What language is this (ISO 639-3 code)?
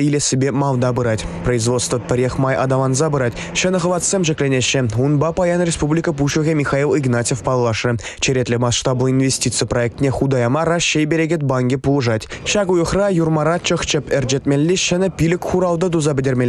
chv